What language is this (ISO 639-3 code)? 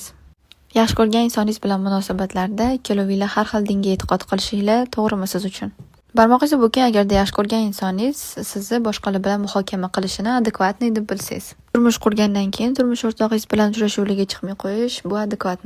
uzb